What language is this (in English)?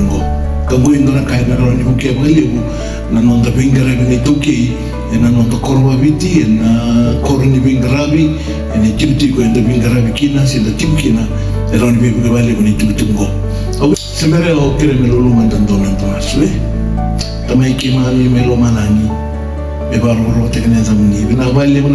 Fijian